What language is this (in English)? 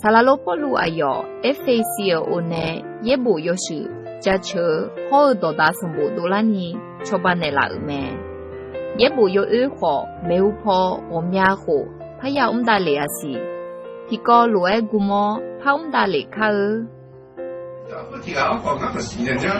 Akha